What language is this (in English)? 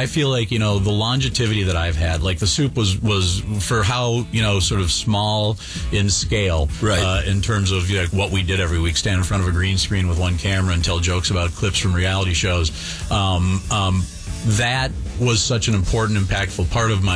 English